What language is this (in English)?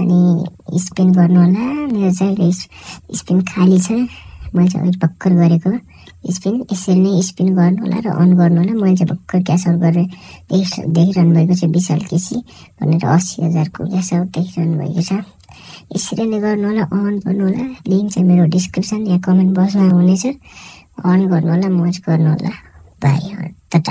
Nepali